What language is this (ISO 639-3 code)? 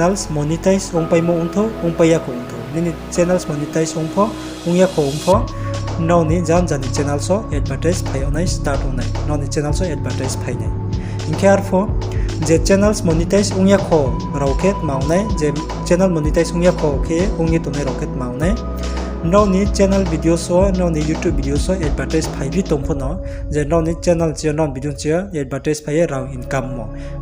ria